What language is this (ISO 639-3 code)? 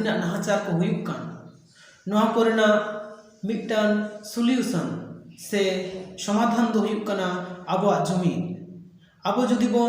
sat